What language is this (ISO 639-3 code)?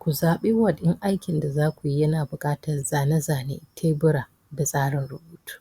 hau